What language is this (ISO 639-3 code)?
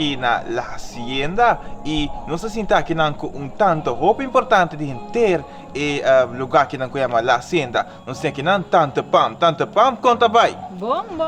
pap